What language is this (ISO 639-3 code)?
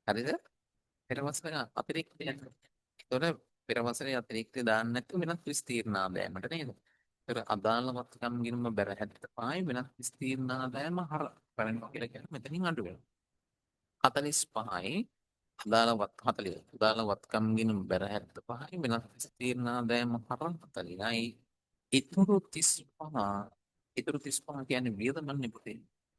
sin